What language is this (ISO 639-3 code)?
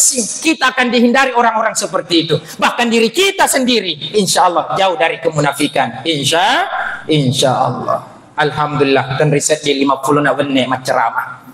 bug